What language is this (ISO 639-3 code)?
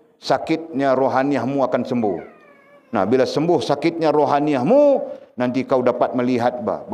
msa